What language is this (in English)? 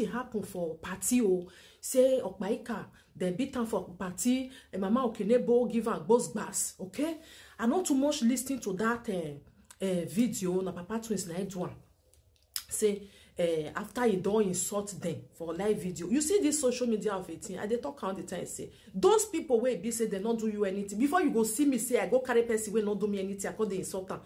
Nigerian Pidgin